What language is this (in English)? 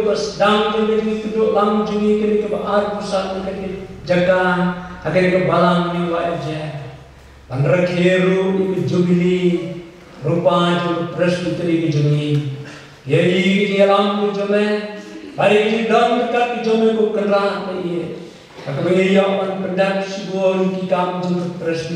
Khasi